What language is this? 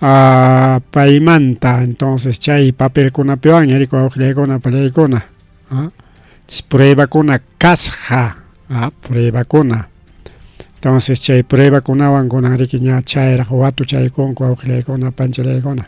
Ayacucho Quechua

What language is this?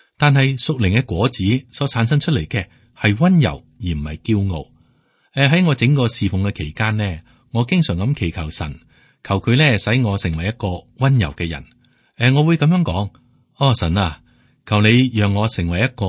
Cantonese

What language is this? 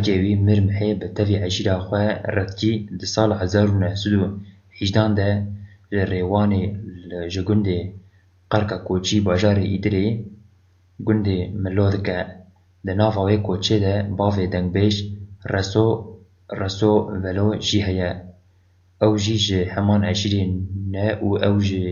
Kurdish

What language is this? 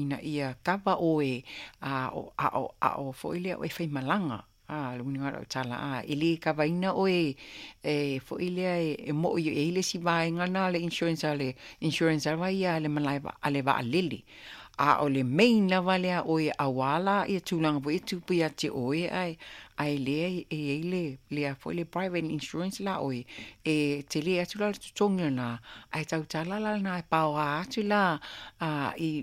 Samoan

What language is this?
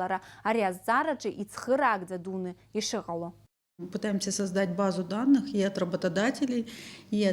Abkhazian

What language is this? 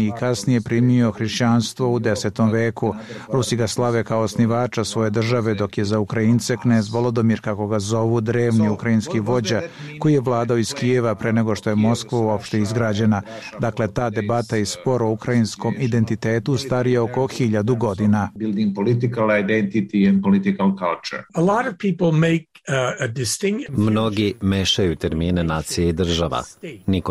Serbian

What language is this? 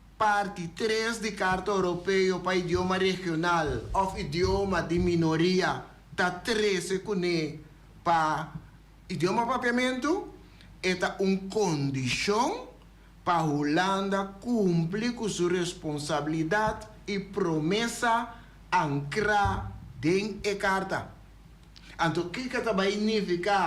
Papiamento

